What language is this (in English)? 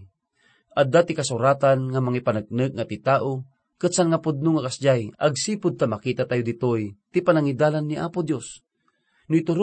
Iloko